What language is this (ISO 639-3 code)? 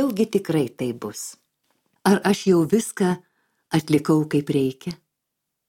lit